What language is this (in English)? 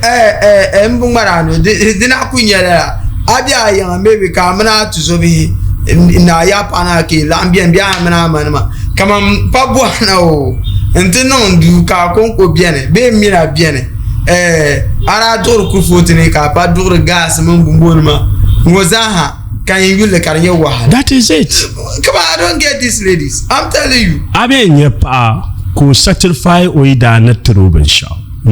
Dagbani